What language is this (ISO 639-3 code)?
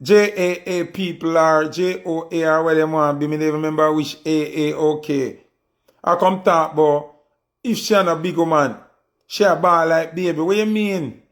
jam